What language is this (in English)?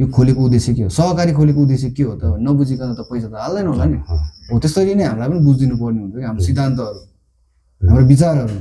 Nepali